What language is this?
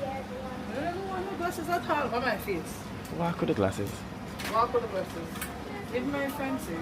Jamaican Creole English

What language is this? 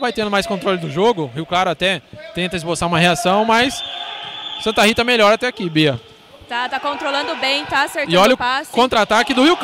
Portuguese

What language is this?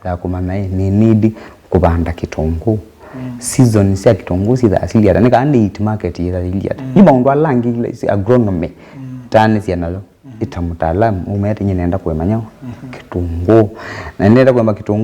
Kamba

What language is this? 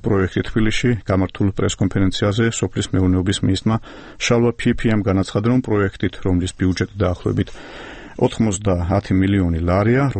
Georgian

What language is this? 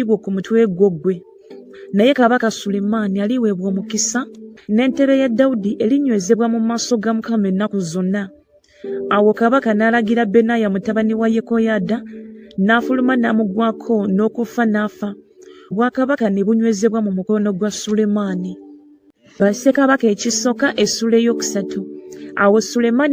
Ganda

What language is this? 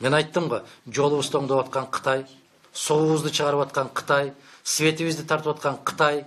Kyrgyz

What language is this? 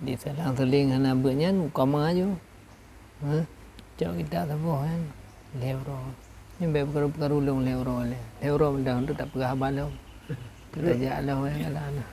Achinese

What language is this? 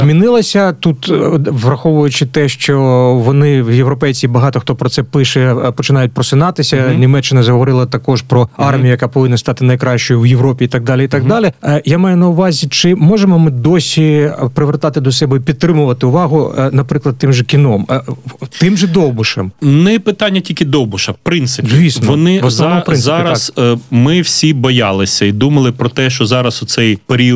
Ukrainian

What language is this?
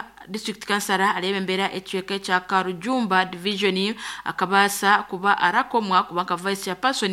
Nyankole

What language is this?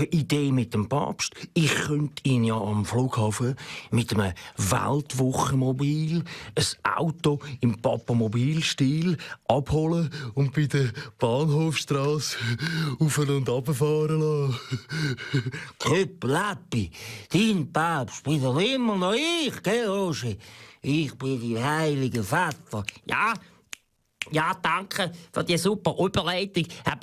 Swiss German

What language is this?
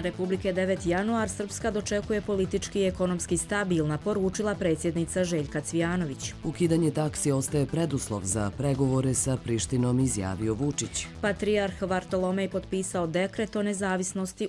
Croatian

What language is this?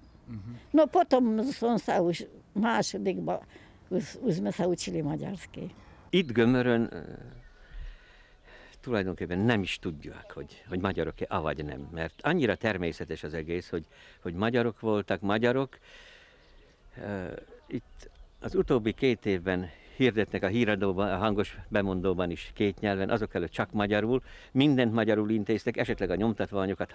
Hungarian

